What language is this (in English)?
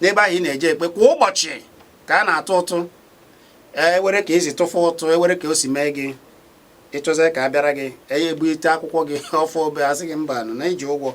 Igbo